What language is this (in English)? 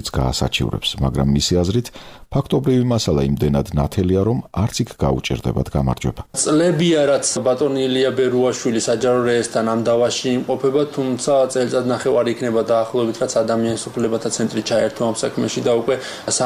Georgian